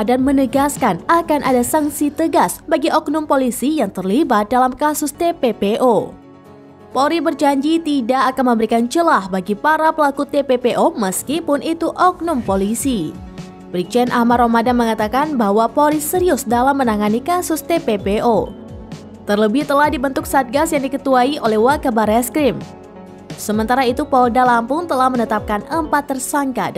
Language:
Indonesian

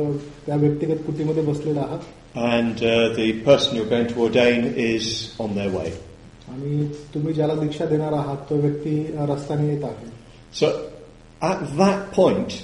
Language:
Marathi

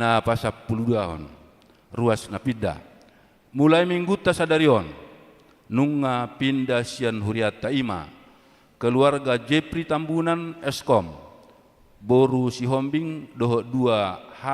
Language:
Batak Toba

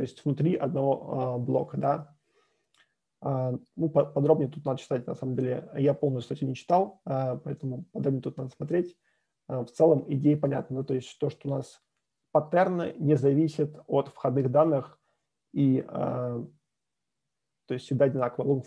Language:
Russian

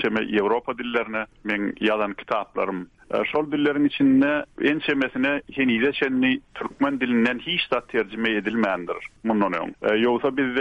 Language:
Turkmen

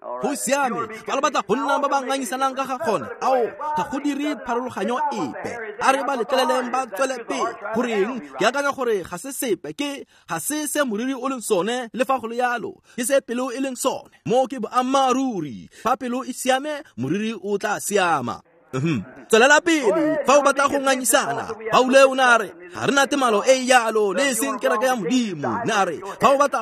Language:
Tswana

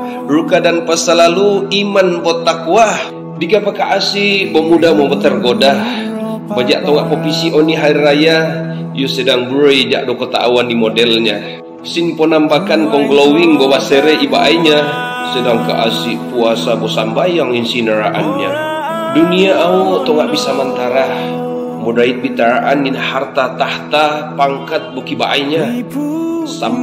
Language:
Mongondow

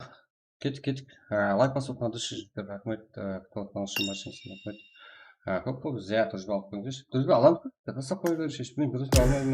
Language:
Kara-Kalpak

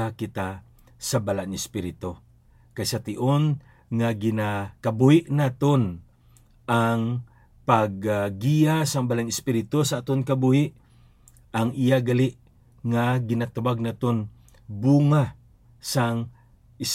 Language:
Hiligaynon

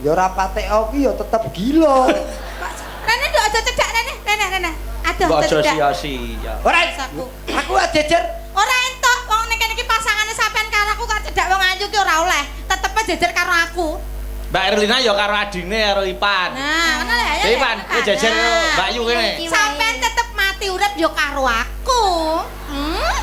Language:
Javanese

